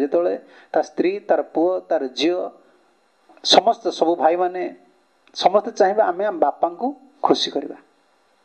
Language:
Odia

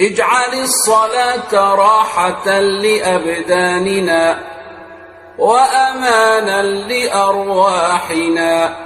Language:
Egyptian Arabic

